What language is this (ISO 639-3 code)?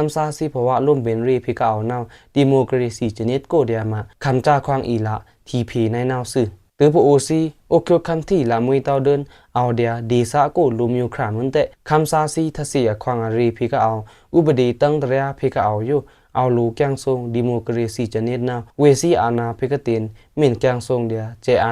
blk